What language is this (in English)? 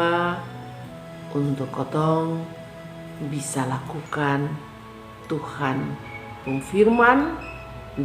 Kupang Malay